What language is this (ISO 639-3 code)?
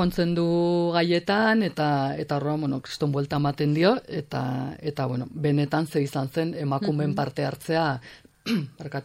eus